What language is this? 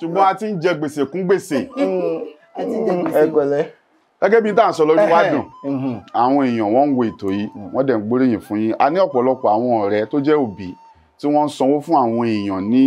Yoruba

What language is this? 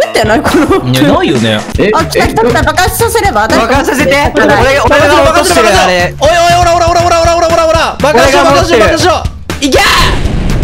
Japanese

